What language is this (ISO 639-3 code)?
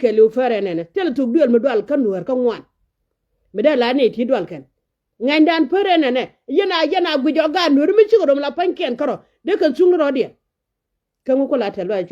nus